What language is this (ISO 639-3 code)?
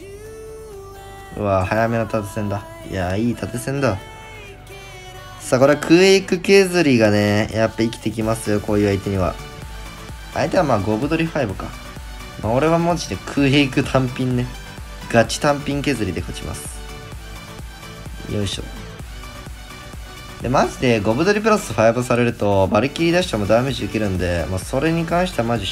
jpn